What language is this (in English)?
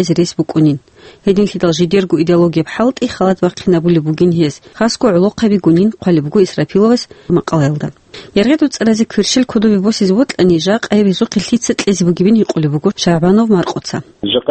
Avaric